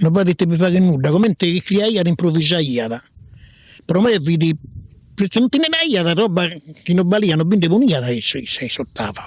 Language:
Sardinian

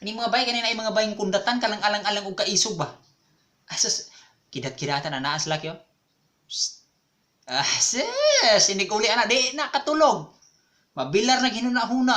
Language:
Cebuano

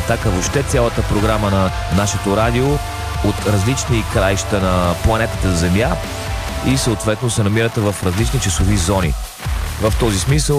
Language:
Bulgarian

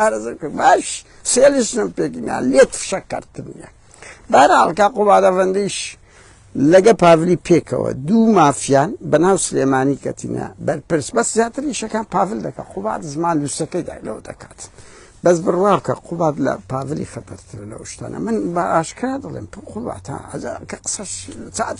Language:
Central Kurdish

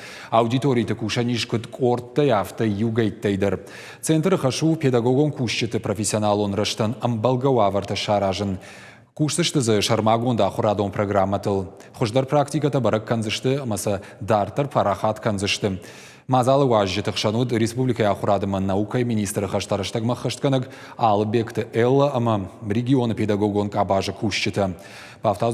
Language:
Ossetic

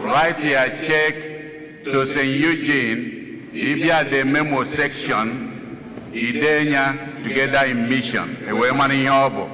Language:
Igbo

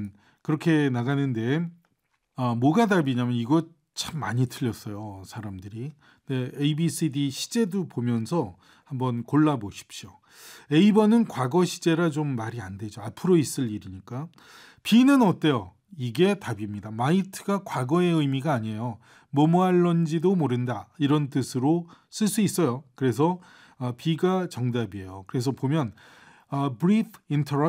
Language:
Korean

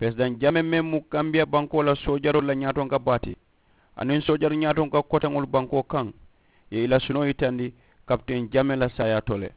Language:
Mandingo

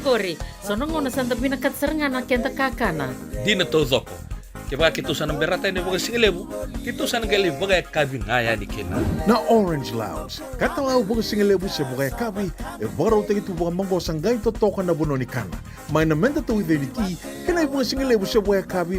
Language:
Fijian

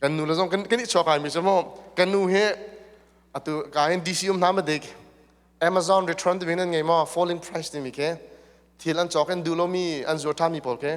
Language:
Hakha Chin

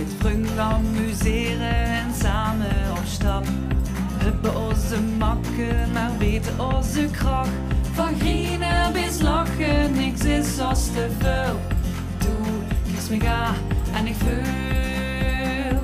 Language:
Limburgish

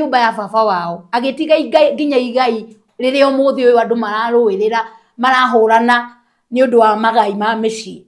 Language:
Kikuyu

